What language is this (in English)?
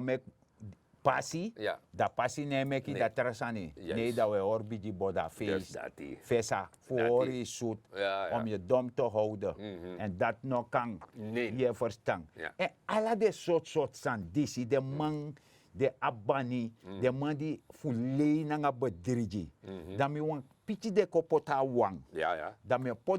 Sranan Tongo